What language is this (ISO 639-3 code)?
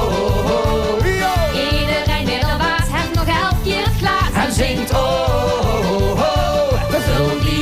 lim